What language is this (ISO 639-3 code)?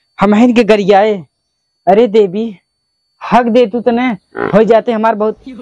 awa